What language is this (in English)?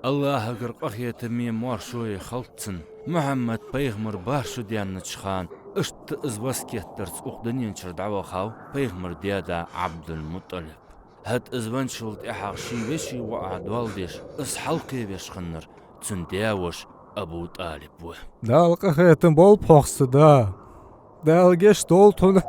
Ingush